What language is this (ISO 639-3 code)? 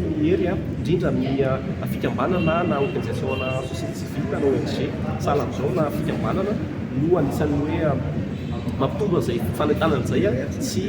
mlg